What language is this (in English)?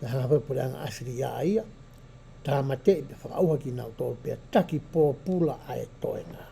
Tongan